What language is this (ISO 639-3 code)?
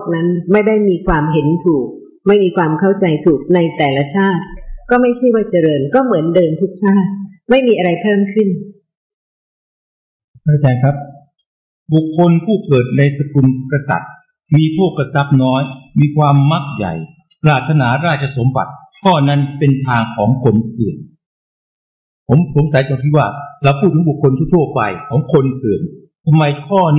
tha